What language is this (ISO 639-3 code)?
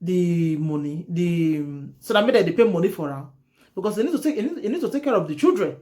pcm